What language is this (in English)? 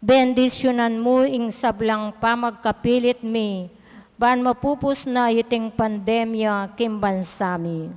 Pampanga